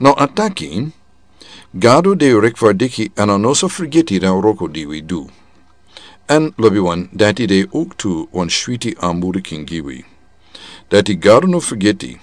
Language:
Sranan Tongo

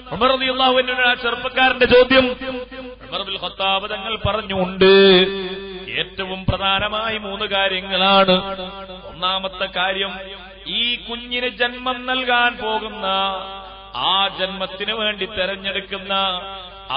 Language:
Malayalam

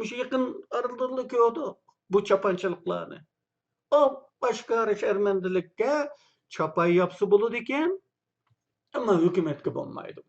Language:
Uyghur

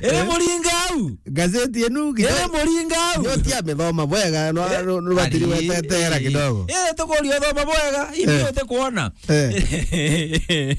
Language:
Meru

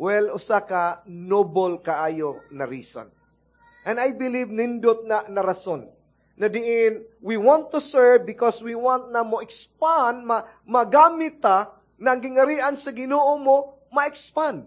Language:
Cebuano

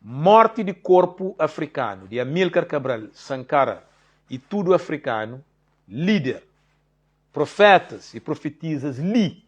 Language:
Kabuverdianu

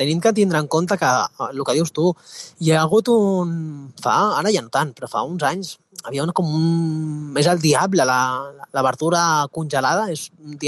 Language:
Catalan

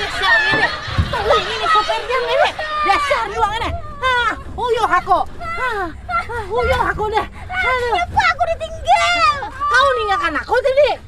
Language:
Banjar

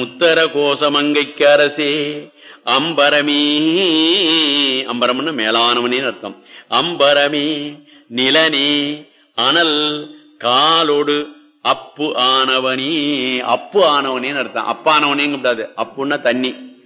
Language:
Tamil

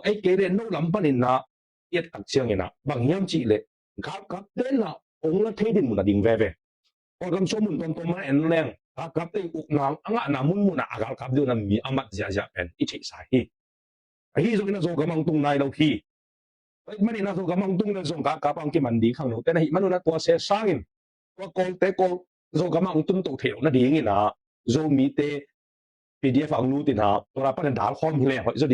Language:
Tedim Chin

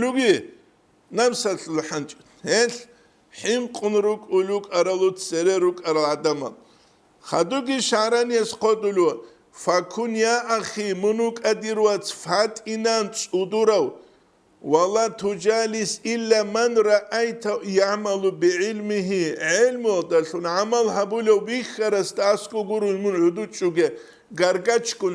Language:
Avaric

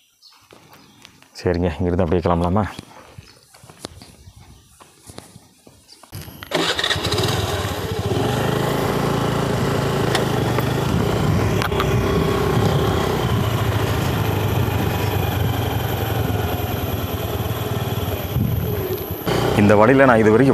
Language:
Tamil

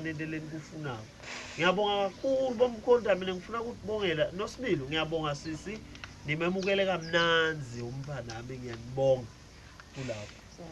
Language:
Zulu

